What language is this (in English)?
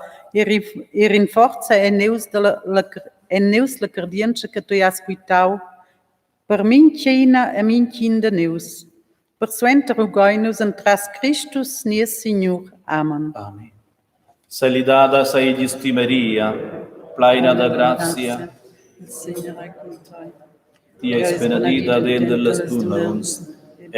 Romansh